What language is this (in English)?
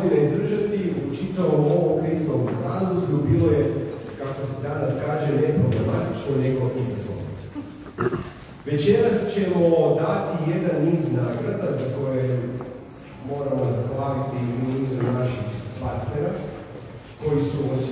Croatian